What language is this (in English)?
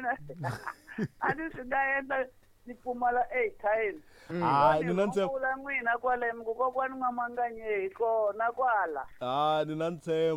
Tsonga